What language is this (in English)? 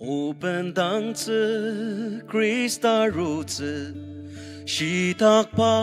Ao Naga